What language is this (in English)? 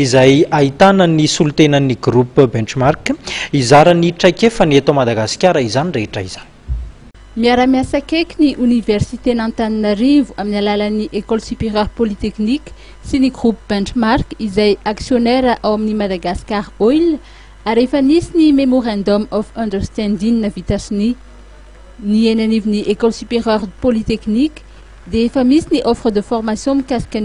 Malagasy